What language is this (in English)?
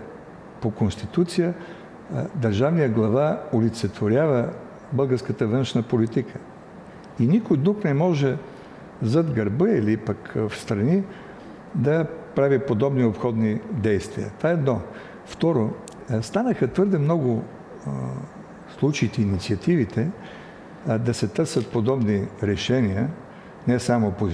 Bulgarian